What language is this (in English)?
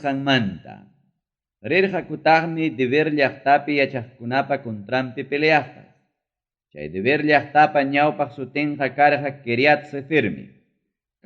Ayacucho Quechua